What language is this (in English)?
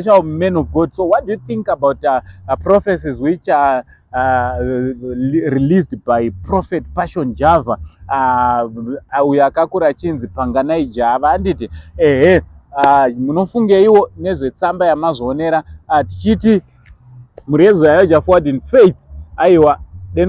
Shona